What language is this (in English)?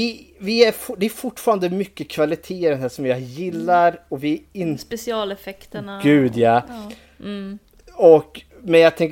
Swedish